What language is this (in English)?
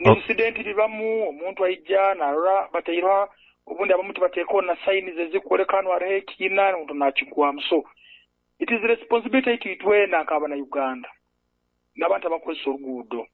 Nyoro